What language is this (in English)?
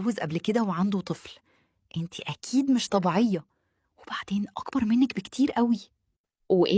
Egyptian Arabic